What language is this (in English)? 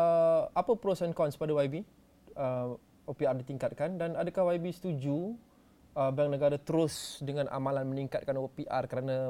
Malay